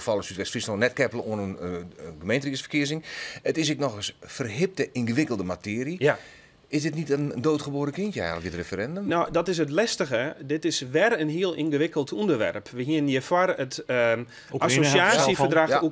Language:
Western Frisian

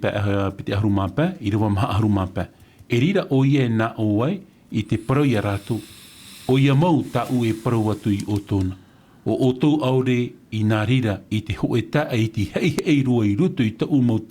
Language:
Tahitian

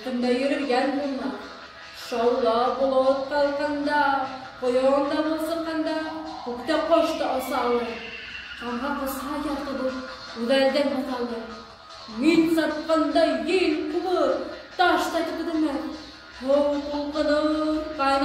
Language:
Bashkir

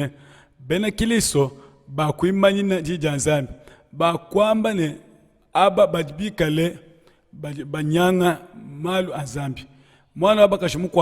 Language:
Luba-Lulua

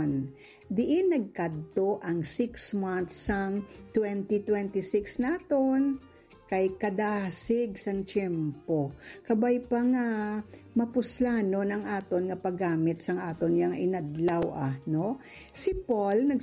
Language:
Hiligaynon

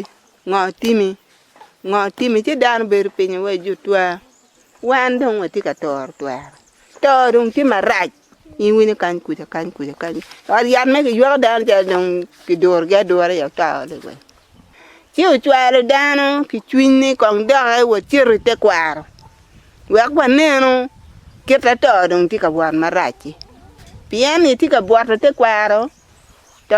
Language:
Acoli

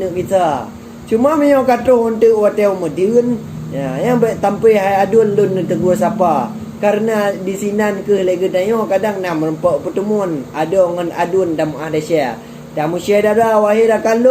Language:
Achinese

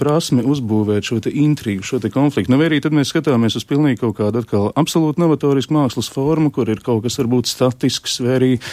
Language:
Latvian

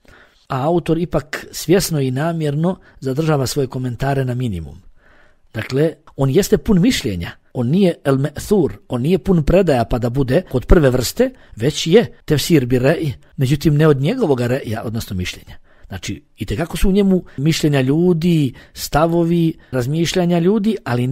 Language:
Bosnian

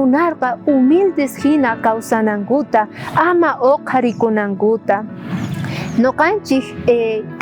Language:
South Bolivian Quechua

